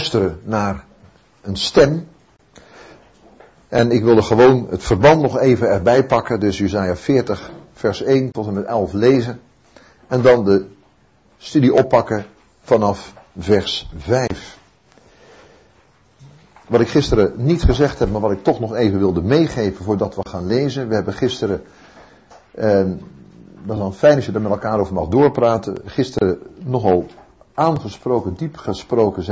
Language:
Dutch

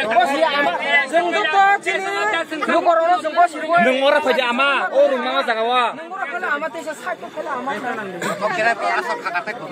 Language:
Kok Borok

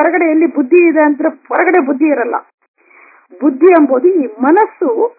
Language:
Kannada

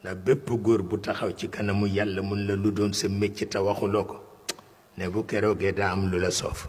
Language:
Wolof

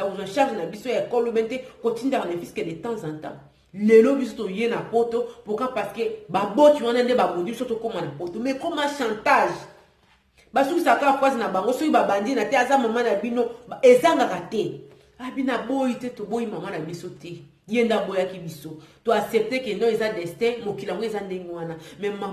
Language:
Lingala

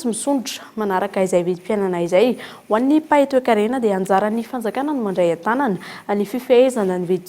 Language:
Malagasy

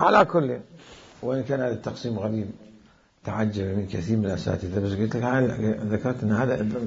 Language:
Mesopotamian Arabic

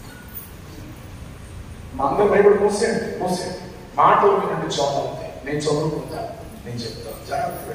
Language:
Telugu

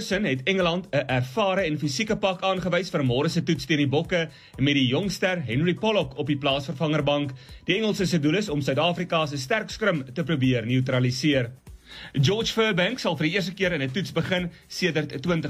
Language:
Afrikaans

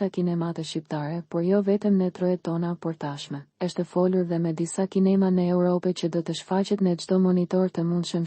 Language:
Albanian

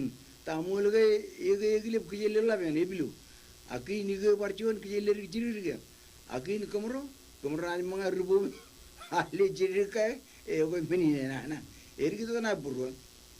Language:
Marshallese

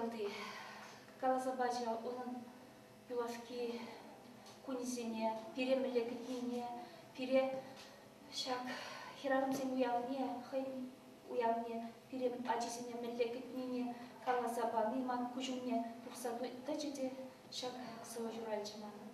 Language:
Chuvash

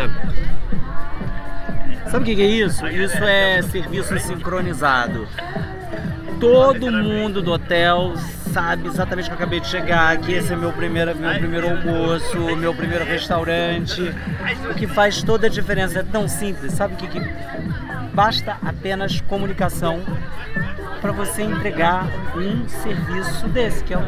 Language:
Portuguese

